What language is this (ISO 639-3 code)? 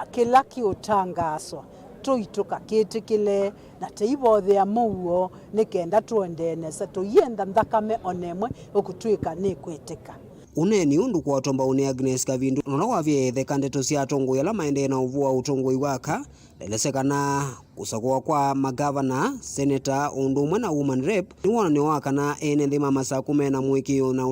kam